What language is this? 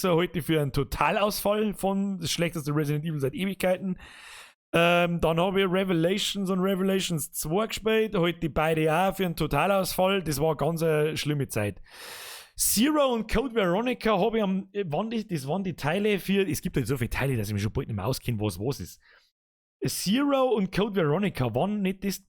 Bavarian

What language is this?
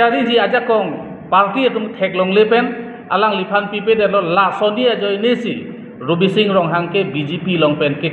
Karbi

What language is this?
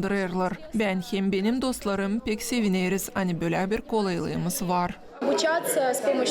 Gagauz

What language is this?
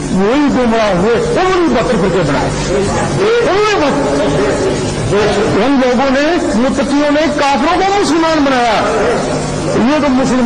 Urdu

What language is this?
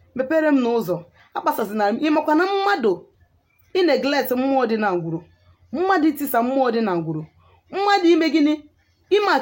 Igbo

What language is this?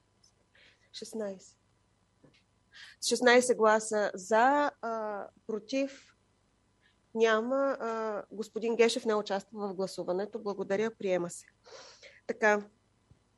Bulgarian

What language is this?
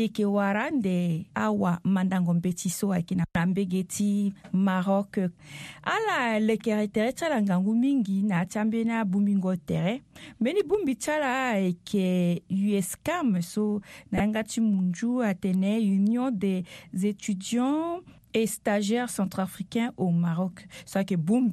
Sango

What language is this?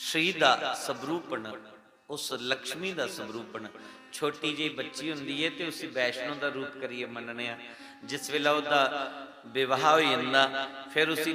Dogri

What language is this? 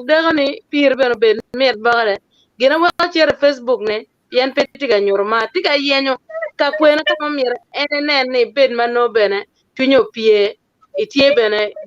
Acoli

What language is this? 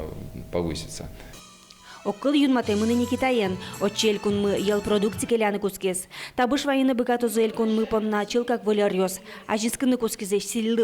Udmurt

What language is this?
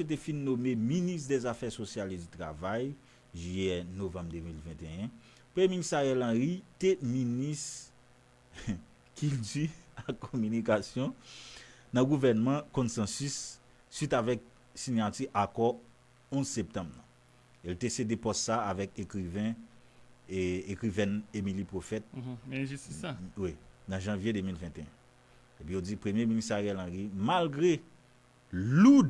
Haitian Creole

